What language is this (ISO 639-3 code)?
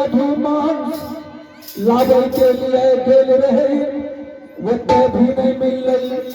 anp